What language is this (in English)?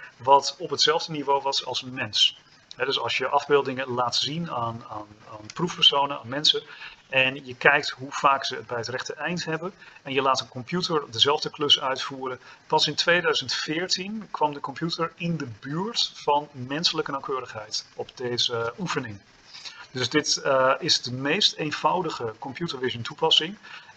Dutch